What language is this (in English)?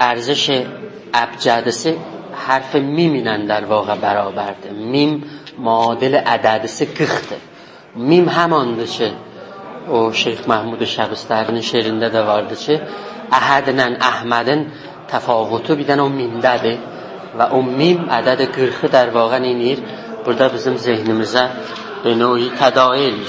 South Azerbaijani